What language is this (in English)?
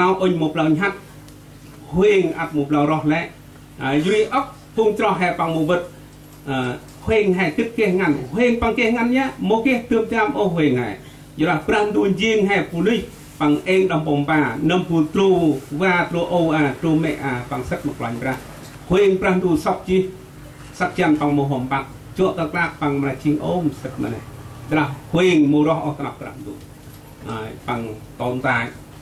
Central Mnong